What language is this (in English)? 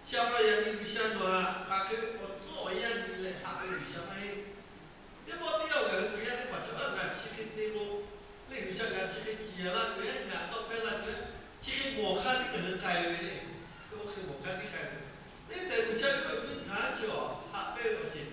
Lahu